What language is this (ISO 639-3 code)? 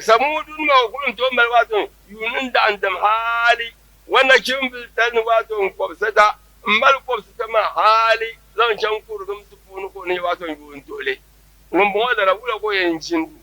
dag